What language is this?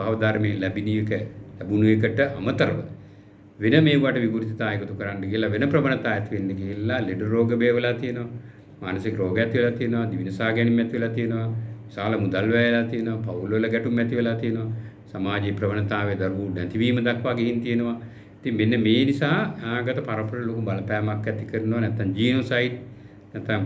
Sinhala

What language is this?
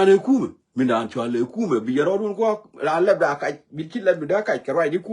Nuer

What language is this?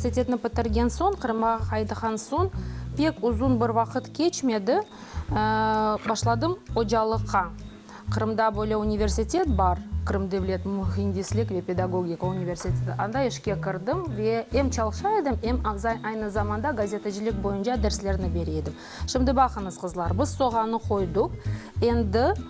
Crimean Tatar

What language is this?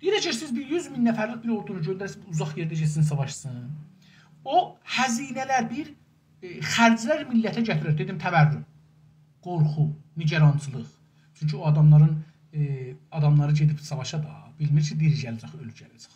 South Azerbaijani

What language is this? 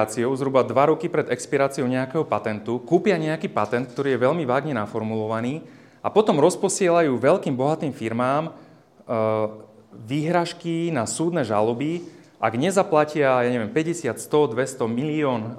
Slovak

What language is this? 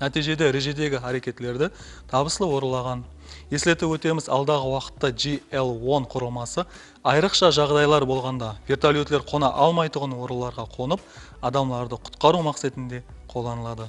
Kara-Kalpak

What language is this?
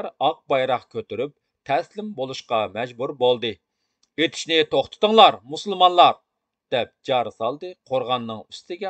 Uyghur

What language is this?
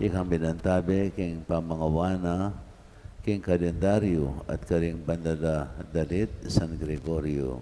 Pampanga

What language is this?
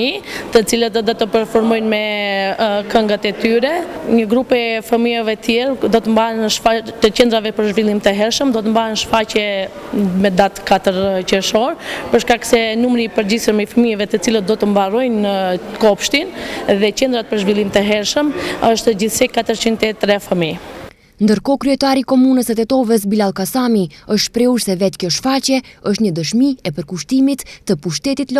Albanian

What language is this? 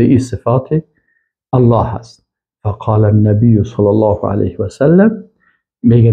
Persian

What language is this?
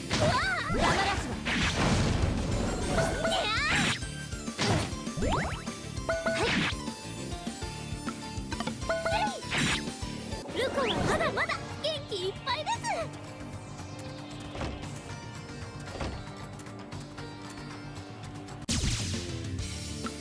Japanese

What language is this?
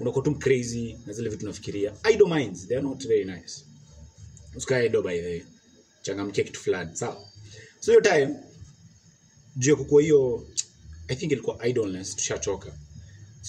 Swahili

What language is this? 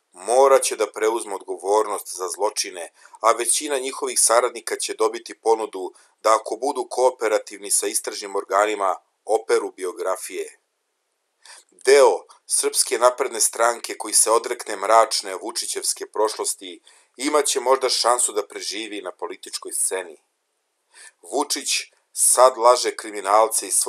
Serbian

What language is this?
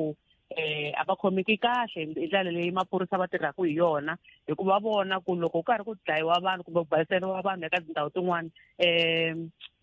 Tsonga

